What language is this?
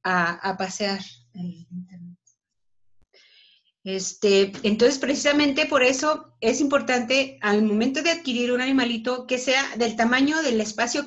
Spanish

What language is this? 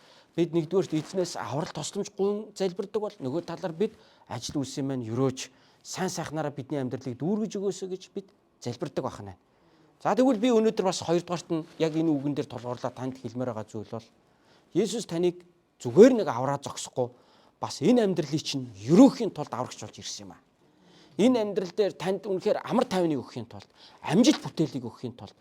Mongolian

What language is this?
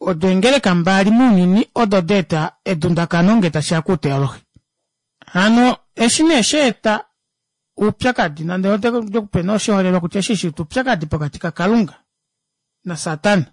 Kuanyama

